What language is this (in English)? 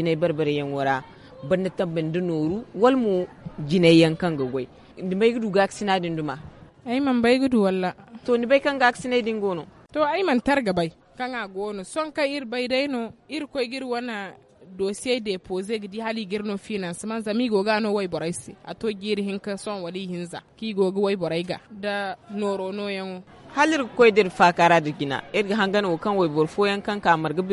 Zarma